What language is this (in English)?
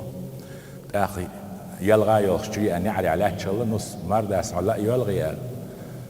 Chechen